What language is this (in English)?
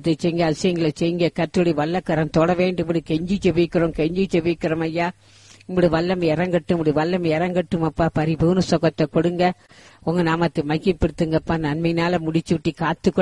Tamil